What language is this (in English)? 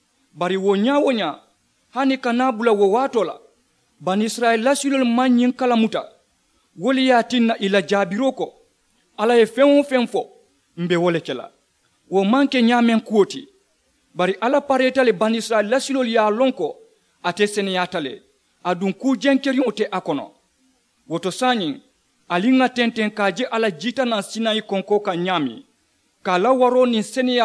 Mandingo